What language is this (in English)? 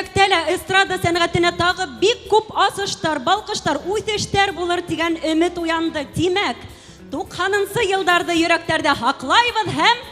Bashkir